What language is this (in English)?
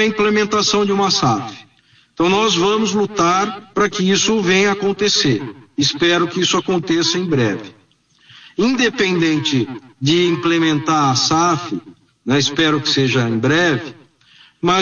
Portuguese